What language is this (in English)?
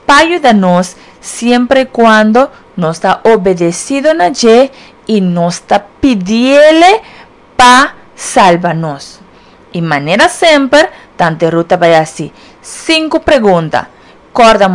Papiamento